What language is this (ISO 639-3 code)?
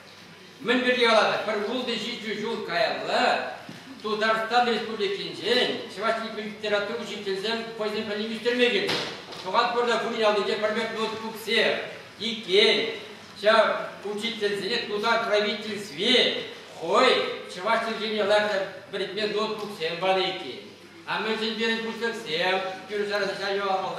chv